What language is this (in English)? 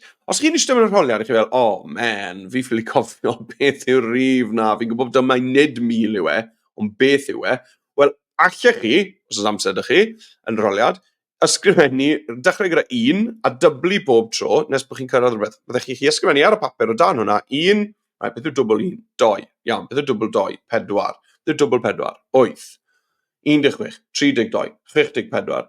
Welsh